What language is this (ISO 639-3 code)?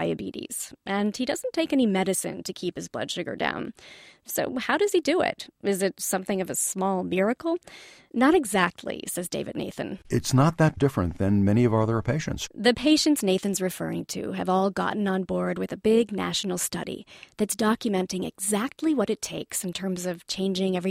eng